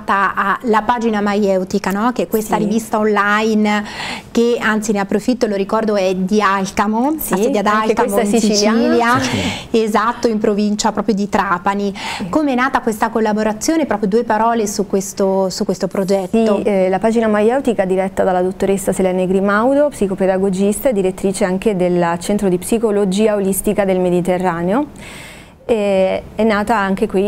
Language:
Italian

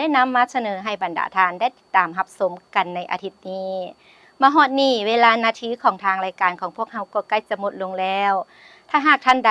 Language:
Lao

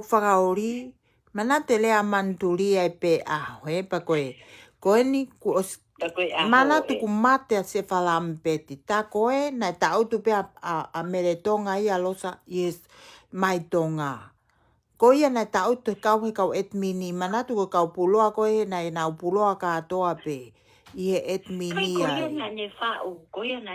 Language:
Tongan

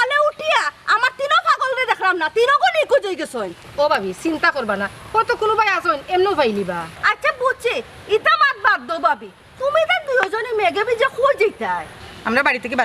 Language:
Sylheti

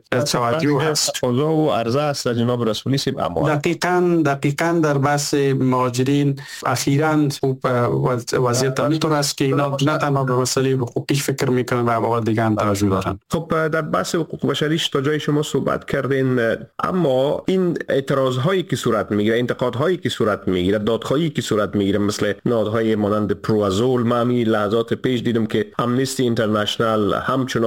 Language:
Persian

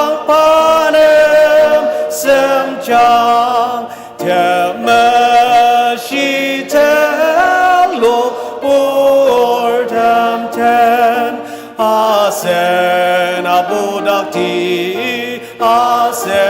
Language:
Ao Naga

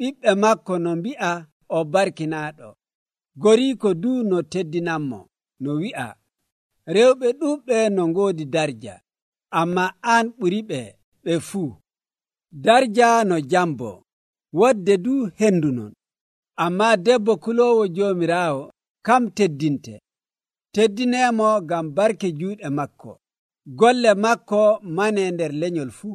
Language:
Nigerian Fulfulde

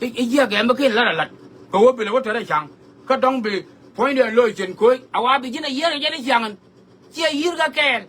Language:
Nuer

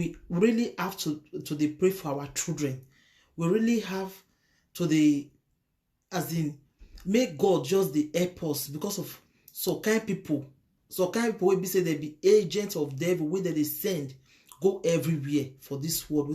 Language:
Nigerian Pidgin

